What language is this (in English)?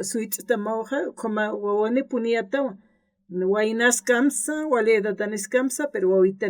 Aymara